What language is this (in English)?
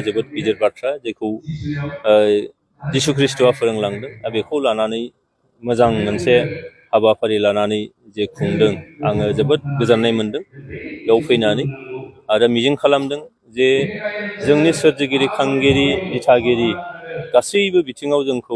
Bodo